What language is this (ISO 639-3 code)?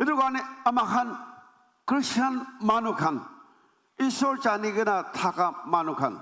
nag